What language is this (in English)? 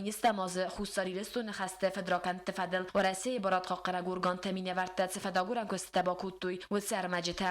Ossetic